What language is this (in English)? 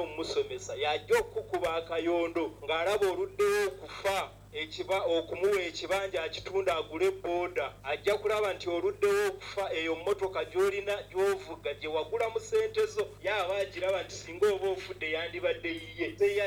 Ganda